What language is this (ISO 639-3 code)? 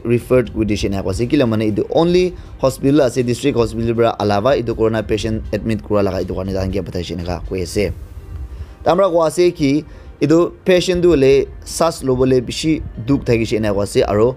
nag